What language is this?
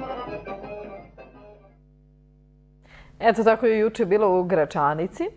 Serbian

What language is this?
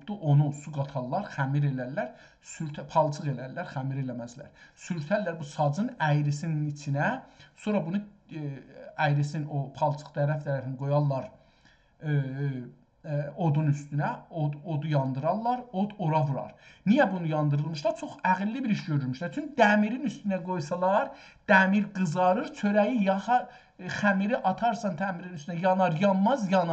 South Azerbaijani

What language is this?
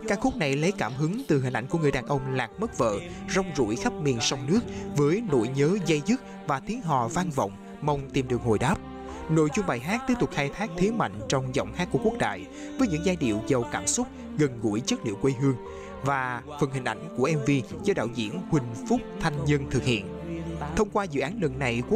Vietnamese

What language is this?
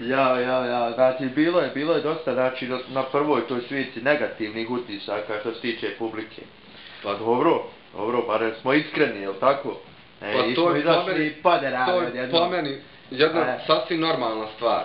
Bosnian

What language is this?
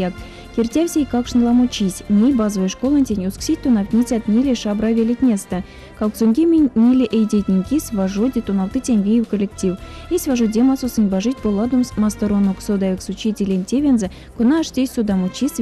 Erzya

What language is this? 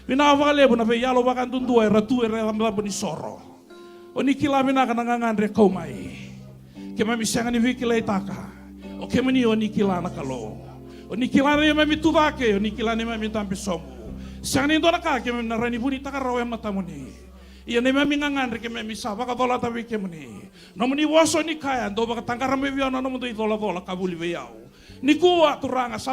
Fijian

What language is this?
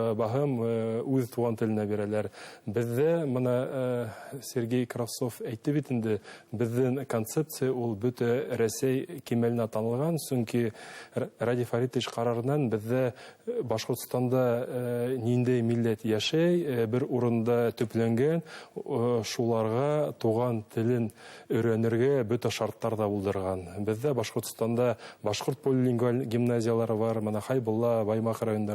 Bashkir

